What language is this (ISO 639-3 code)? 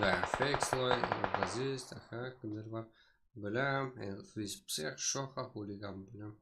kaa